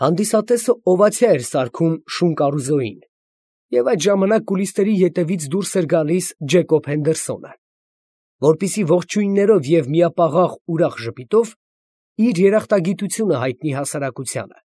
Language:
Armenian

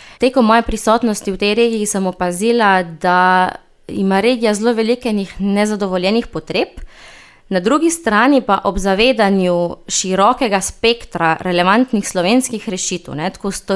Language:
Slovenian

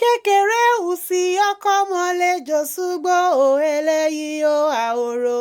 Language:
Yoruba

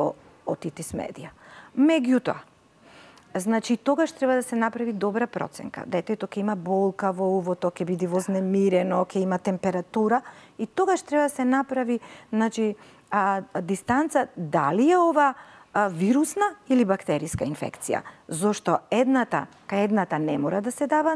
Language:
Macedonian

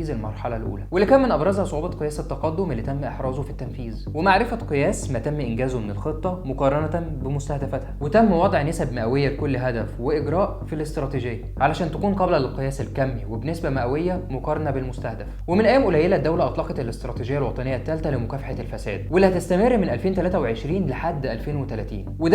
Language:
Egyptian Arabic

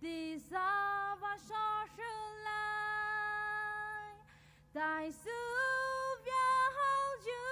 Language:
Poumei Naga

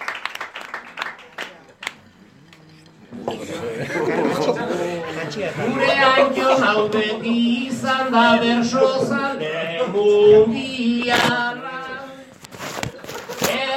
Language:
Basque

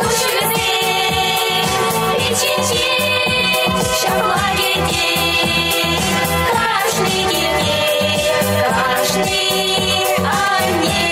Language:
Chuvash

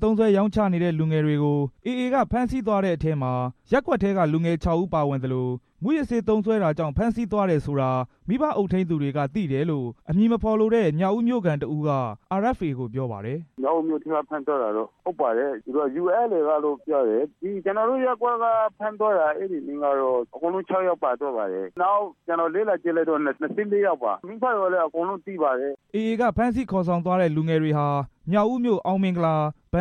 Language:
Burmese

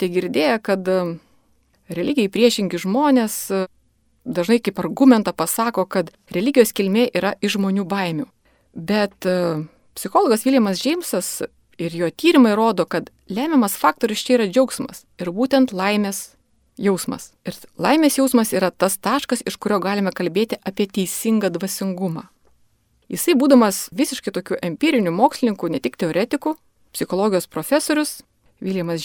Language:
Lithuanian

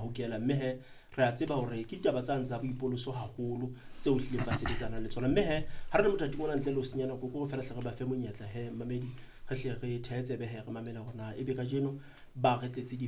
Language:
Southern Sotho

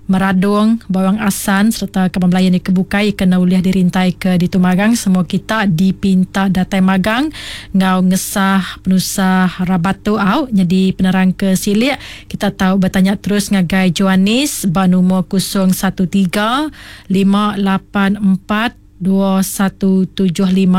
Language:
Iban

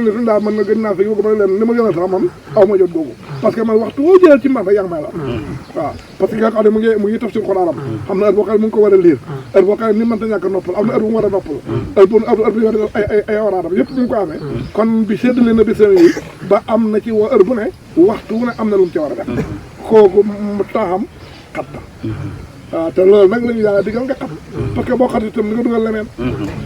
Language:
Wolof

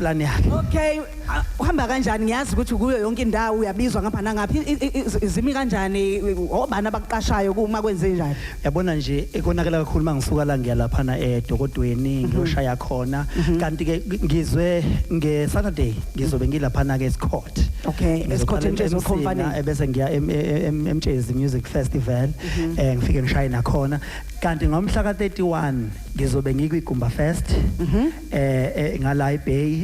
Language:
Zulu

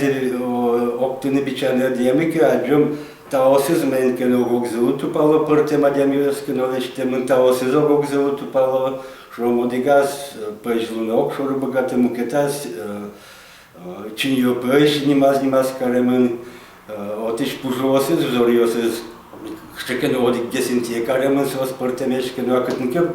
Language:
Udmurt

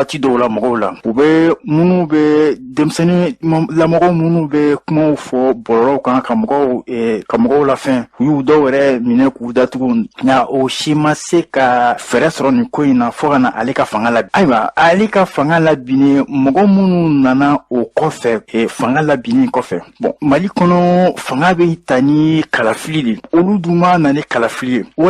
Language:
Bambara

